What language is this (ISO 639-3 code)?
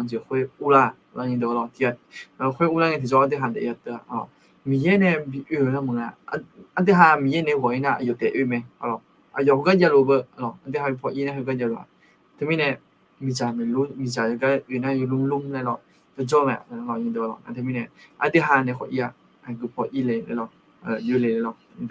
ahk